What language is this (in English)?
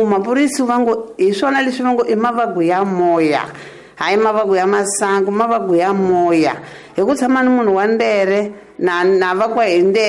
Tsonga